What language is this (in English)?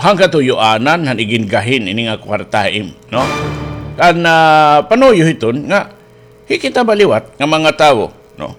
Waray